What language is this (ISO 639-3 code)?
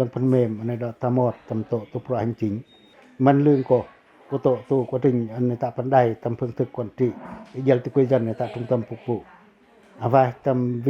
pac